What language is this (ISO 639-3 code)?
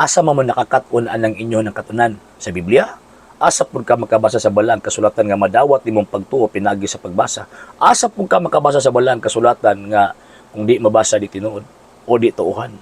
ceb